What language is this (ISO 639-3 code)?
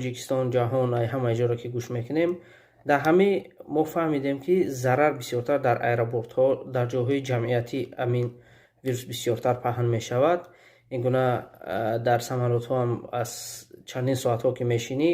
tgk